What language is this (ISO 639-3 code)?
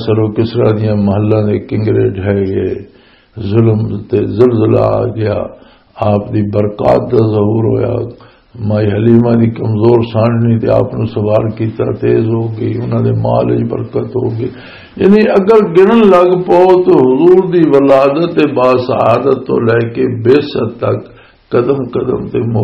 lah